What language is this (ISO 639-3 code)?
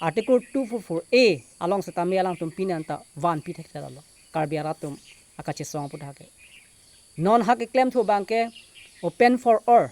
mjw